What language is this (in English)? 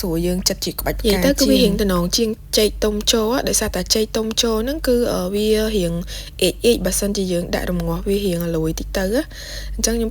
Khmer